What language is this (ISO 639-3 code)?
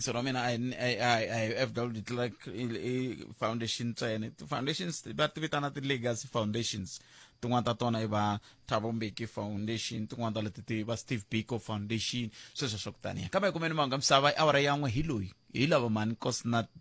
tso